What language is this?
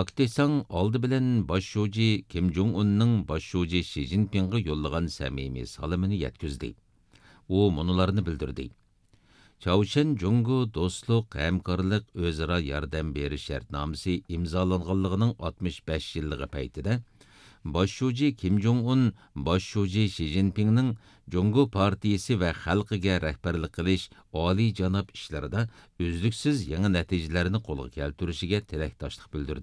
Uyghur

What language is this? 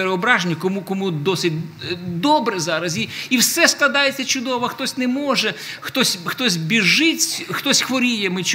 Ukrainian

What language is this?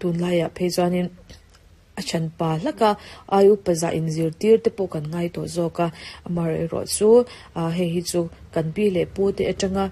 Mizo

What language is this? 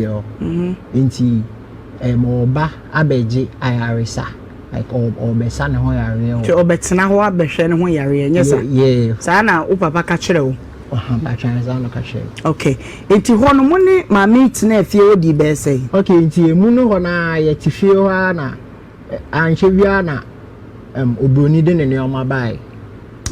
Akan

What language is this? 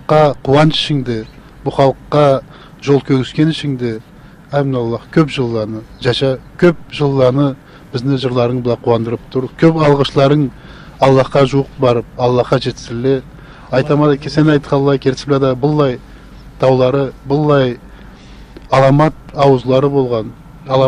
Karachay-Balkar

